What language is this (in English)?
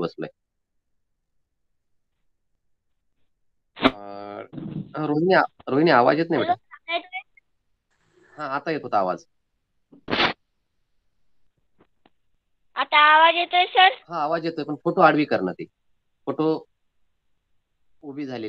Marathi